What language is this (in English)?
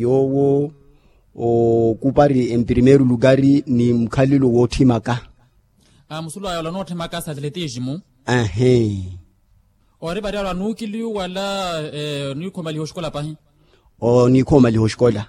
Makhuwa